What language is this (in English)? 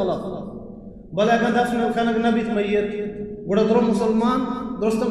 Baluchi